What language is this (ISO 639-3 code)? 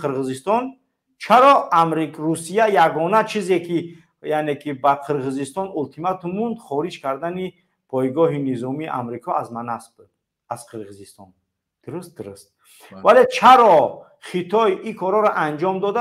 tgk